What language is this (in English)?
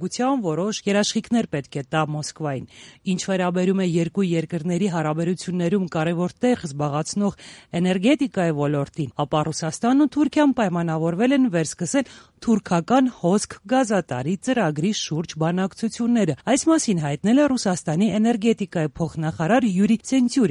Armenian